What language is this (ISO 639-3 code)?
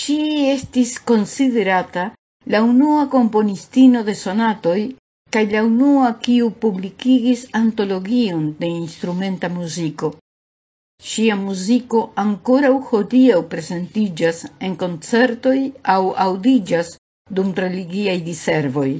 epo